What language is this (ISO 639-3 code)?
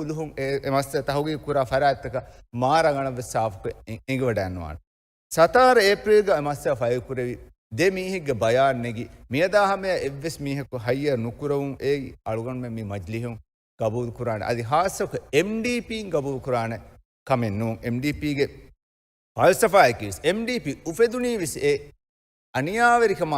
div